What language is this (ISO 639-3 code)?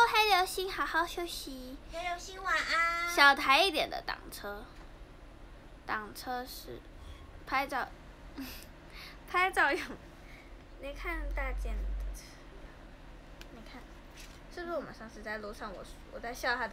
zho